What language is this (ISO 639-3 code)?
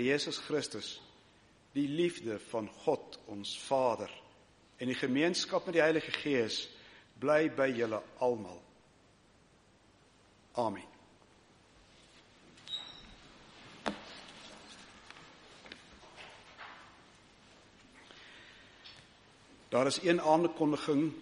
afr